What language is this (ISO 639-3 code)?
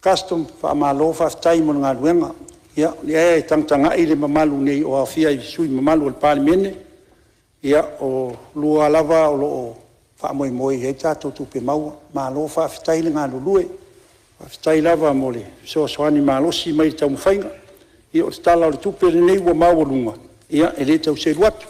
smo